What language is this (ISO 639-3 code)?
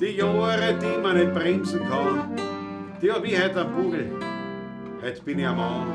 bar